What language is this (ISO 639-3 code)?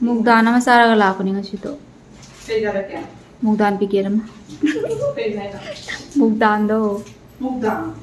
mni